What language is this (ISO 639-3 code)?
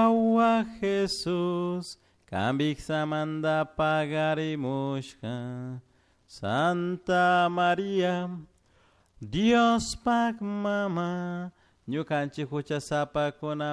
qug